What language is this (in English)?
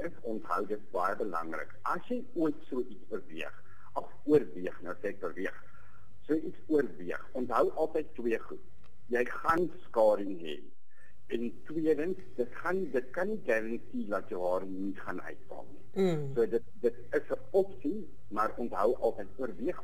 Afrikaans